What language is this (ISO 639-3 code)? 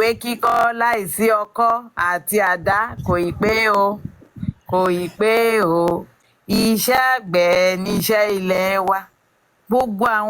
yor